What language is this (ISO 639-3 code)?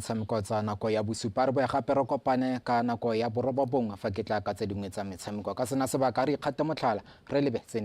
tsn